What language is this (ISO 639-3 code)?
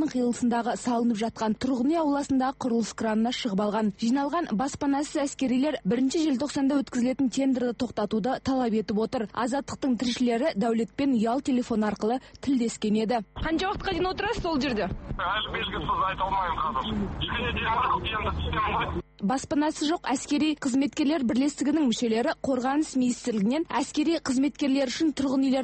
kaz